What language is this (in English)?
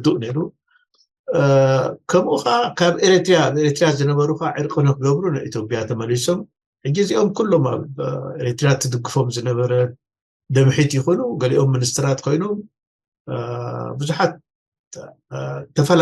Tigrinya